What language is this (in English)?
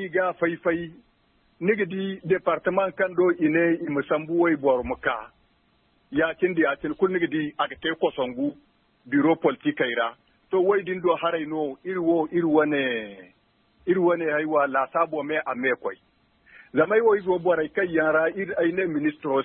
Zarma